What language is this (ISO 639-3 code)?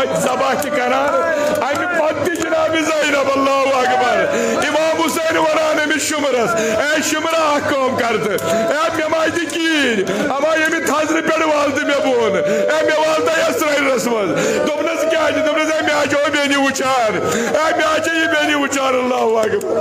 kas